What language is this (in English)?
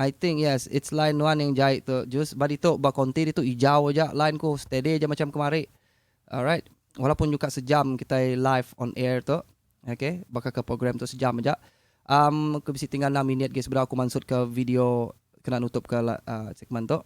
Iban